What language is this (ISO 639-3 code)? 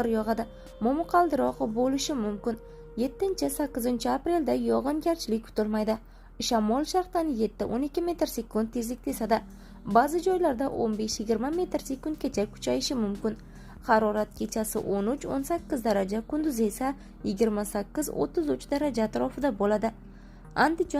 uzb